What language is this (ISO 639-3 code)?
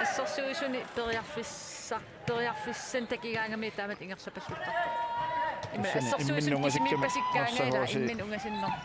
kal